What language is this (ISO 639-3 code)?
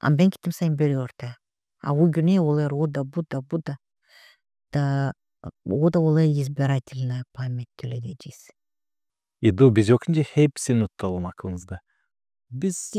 gag